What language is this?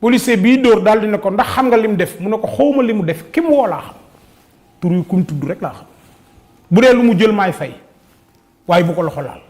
Wolof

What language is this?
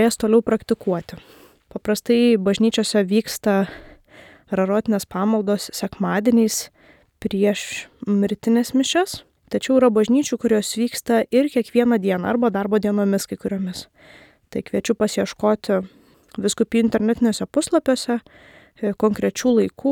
Lithuanian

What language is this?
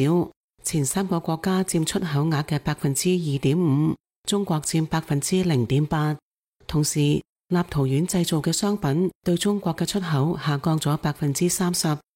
Cantonese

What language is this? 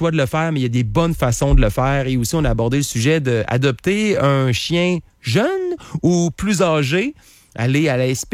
French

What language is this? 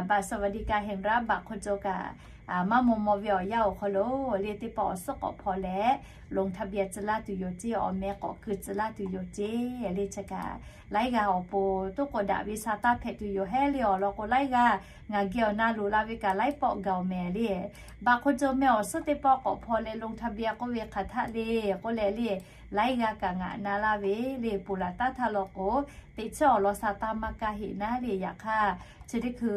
Lahu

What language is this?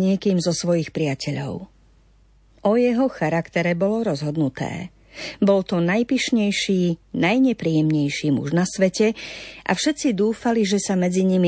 Slovak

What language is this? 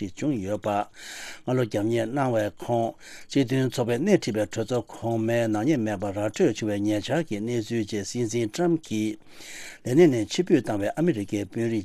Tibetan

